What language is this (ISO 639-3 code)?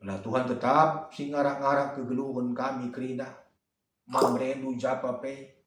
btx